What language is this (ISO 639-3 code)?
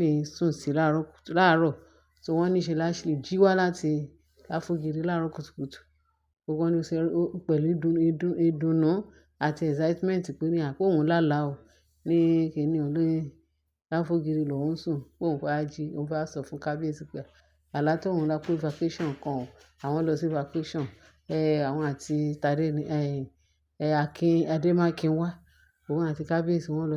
yor